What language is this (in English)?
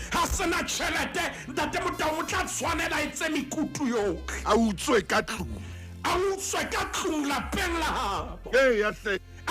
Southern Sotho